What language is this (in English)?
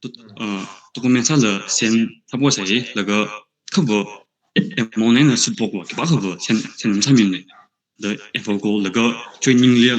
Tangkhul Naga (India)